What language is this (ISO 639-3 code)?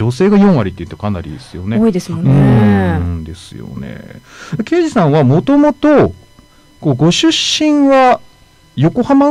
jpn